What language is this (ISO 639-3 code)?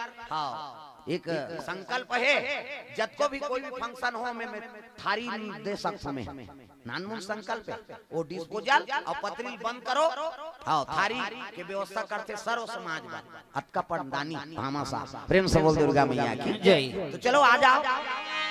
hne